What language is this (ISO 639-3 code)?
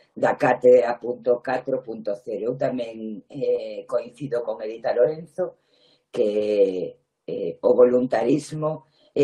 glg